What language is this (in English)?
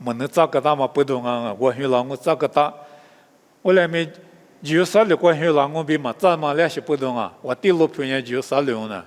Lisu